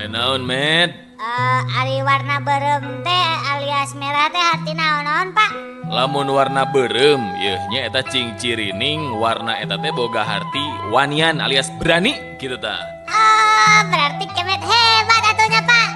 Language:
Sundanese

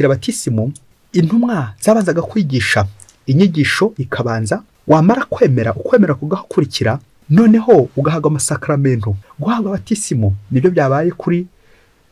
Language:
Kinyarwanda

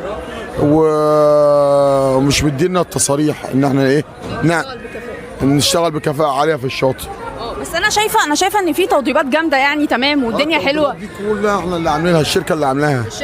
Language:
Egyptian Arabic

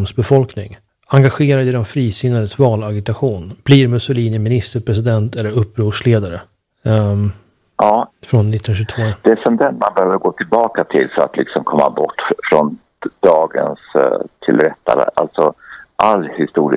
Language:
Swedish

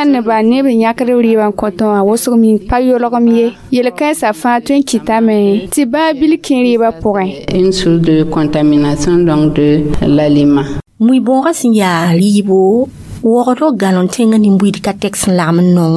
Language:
Mossi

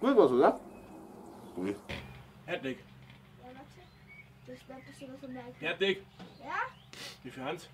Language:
Bavarian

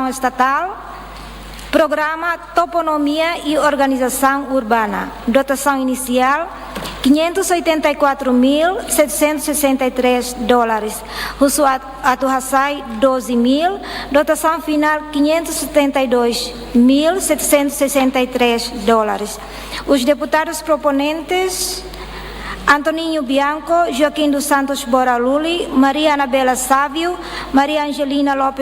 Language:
Tetum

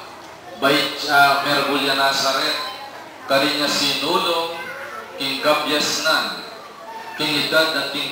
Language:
Pampanga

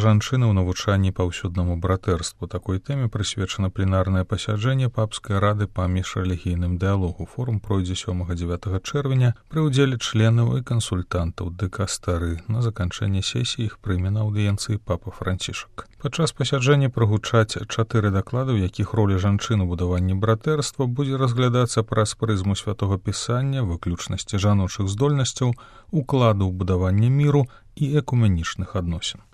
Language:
Belarusian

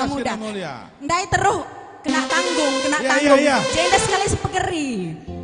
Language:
Batak Karo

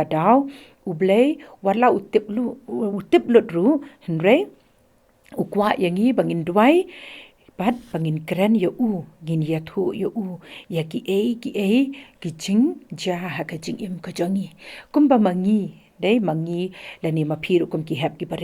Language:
Khasi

